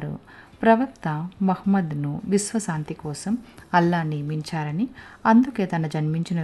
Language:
Telugu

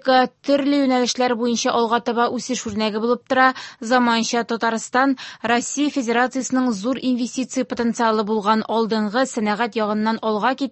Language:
Tatar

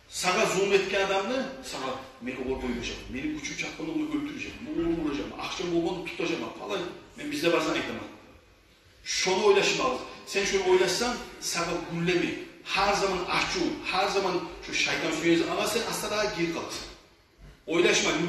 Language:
Kumyk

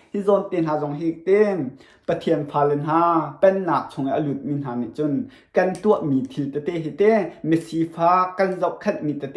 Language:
Hakha Chin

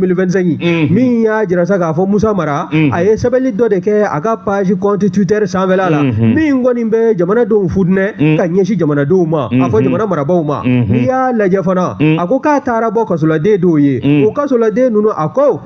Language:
Bambara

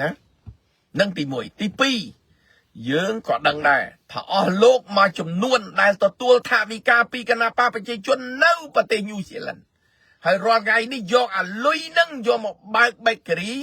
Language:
Khmer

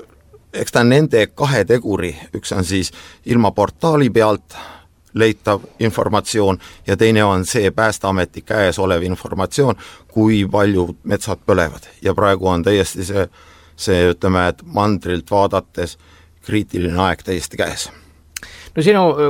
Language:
Estonian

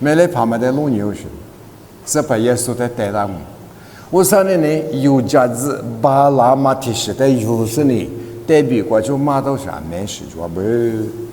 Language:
Lisu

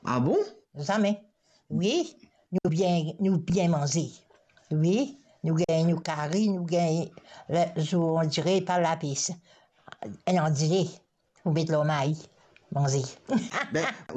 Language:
Morisyen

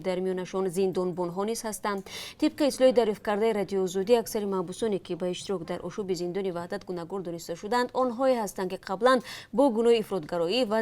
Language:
Tajik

